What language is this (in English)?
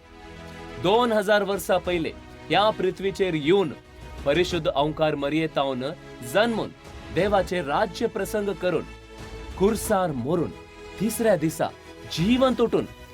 Konkani